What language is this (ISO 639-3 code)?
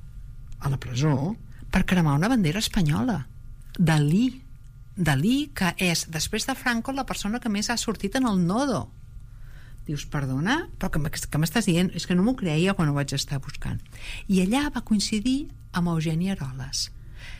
cat